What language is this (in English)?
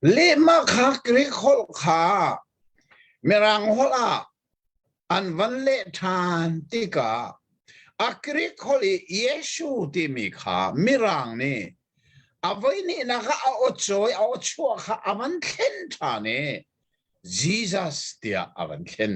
Hakha Chin